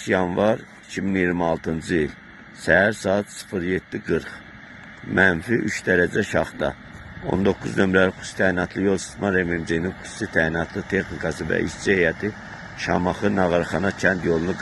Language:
Azerbaijani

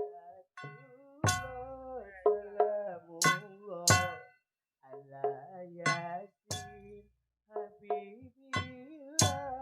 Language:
Betawi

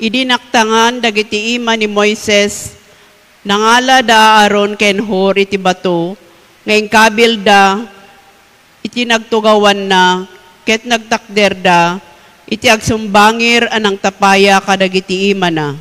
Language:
Iloko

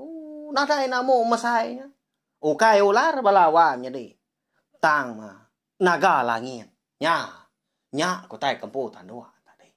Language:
Iban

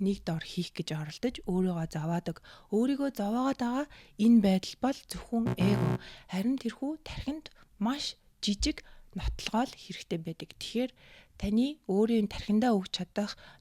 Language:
Mongolian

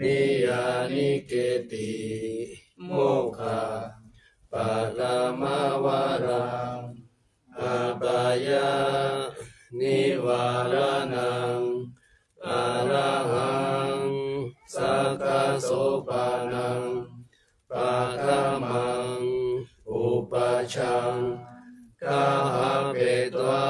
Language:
Pali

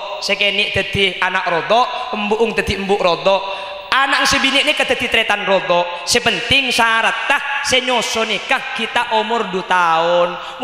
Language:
Madurese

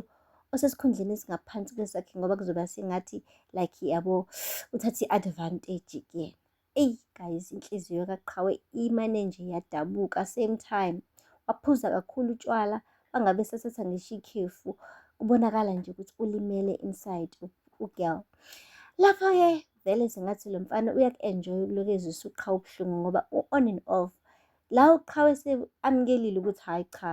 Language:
Zulu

